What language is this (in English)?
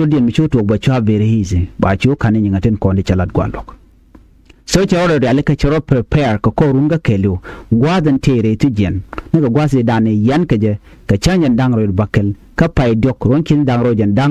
Nuer